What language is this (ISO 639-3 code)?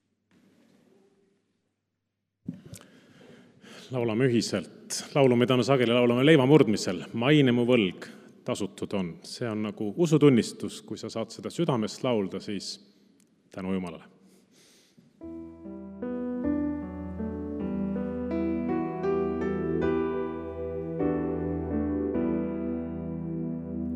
est